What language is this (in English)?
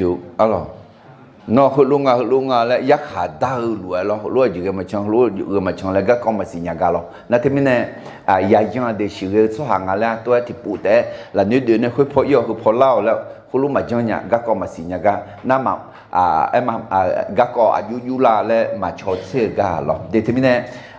Akha